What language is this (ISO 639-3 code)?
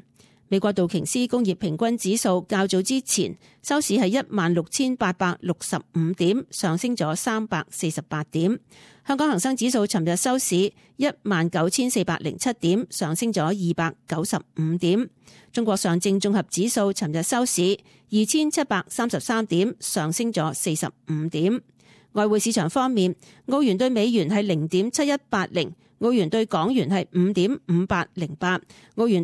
yue